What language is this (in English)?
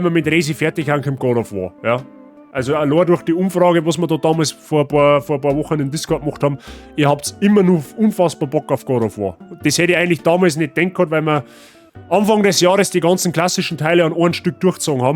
Bavarian